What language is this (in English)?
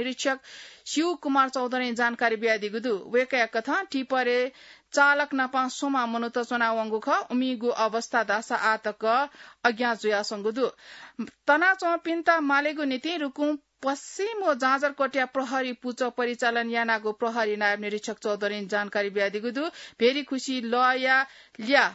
Newari